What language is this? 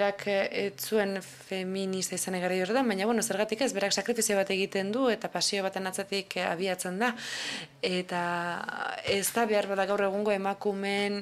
Basque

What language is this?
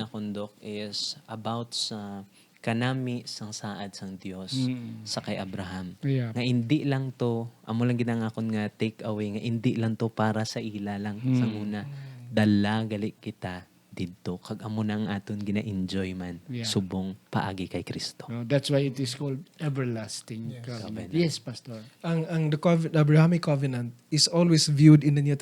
Hiligaynon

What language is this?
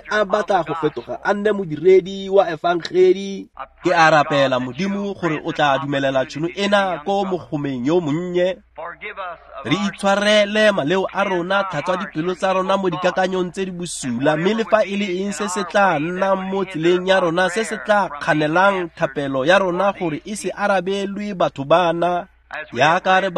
Tswana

